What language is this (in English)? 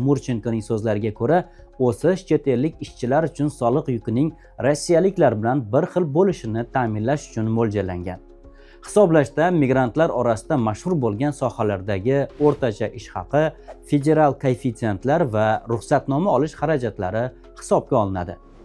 Uzbek